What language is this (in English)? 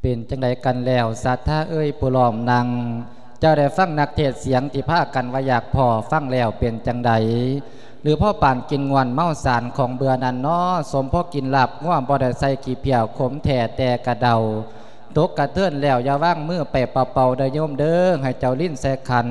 Lao